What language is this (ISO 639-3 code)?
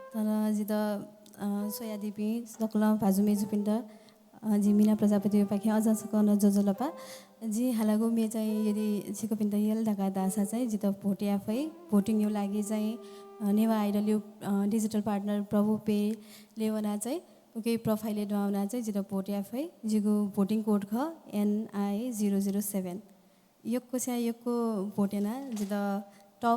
new